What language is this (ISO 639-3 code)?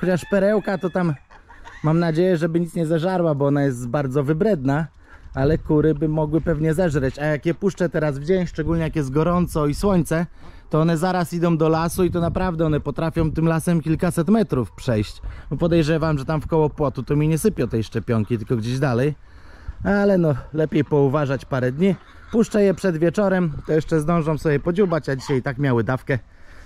pol